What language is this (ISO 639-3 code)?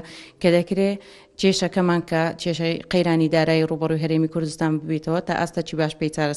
ckb